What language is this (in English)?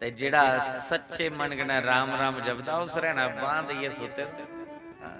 Dogri